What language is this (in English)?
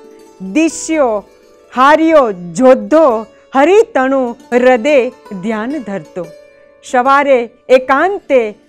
Gujarati